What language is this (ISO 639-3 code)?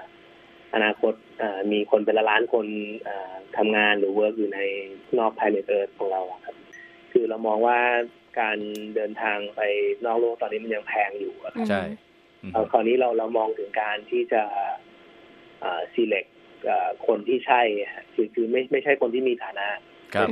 tha